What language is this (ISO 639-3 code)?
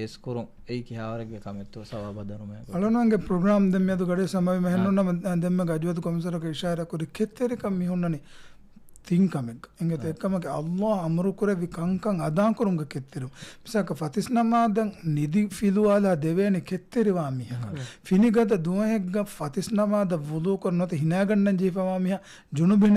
div